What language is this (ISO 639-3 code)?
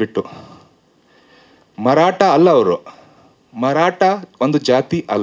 kan